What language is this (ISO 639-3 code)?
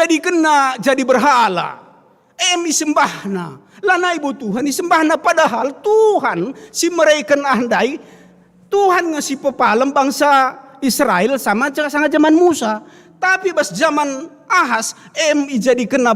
btx